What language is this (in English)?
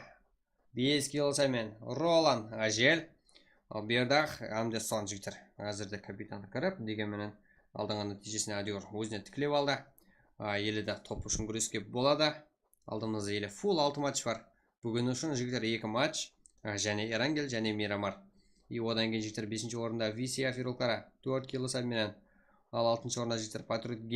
Kara-Kalpak